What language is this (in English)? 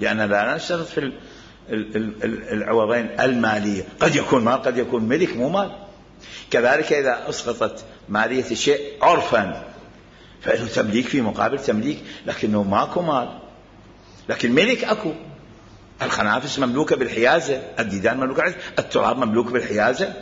Mesopotamian Arabic